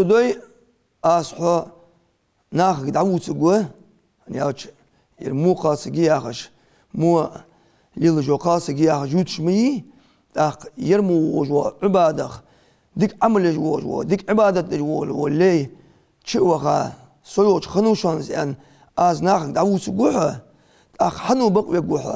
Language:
Ingush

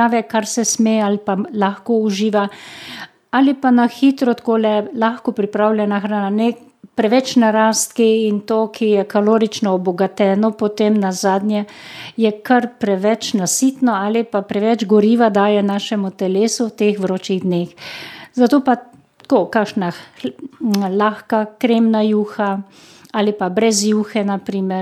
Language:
Slovenian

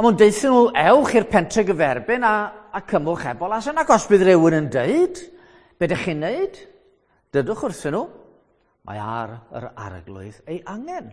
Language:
Welsh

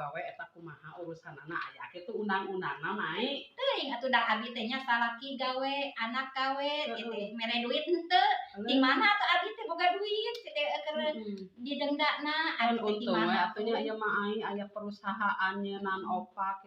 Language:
Sundanese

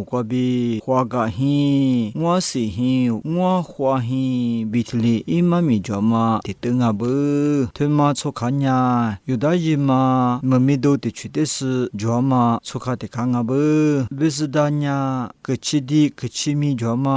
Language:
Lisu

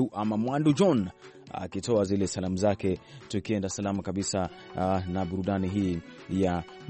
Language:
Swahili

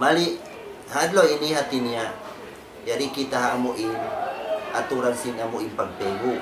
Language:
Tausug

